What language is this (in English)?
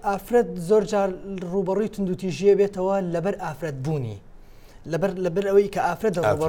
Central Kurdish